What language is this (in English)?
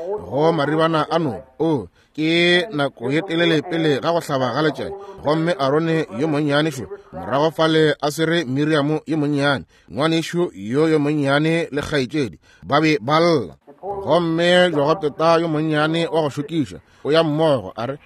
Northern Sotho